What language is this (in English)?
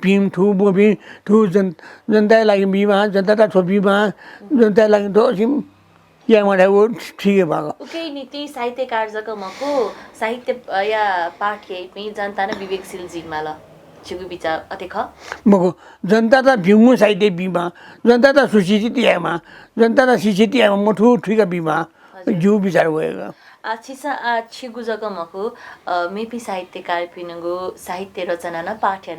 Newari